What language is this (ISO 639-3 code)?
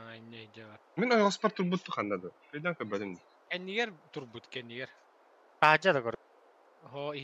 sah